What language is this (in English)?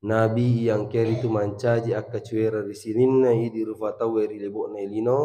Buginese